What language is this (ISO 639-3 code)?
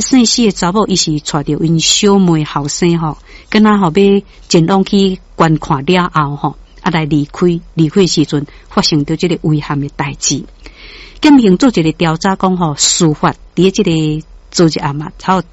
nan